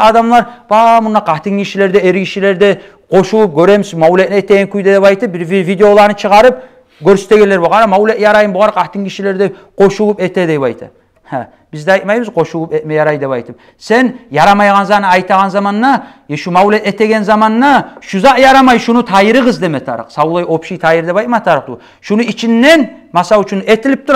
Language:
Kumyk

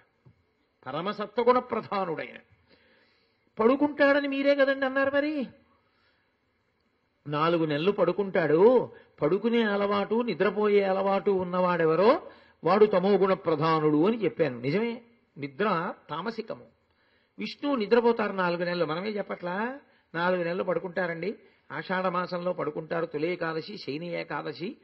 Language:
Telugu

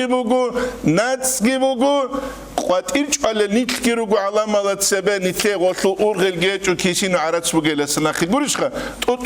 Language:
Avaric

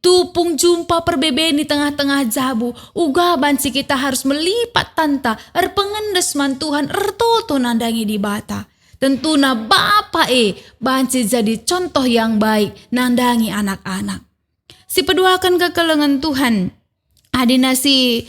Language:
Batak Karo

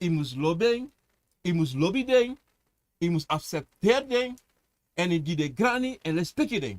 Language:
Sranan Tongo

